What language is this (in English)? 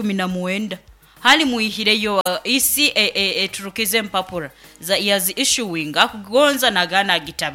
Nyankole